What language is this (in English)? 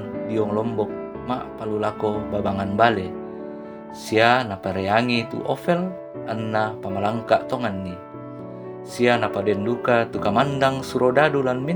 Toraja-Sa'dan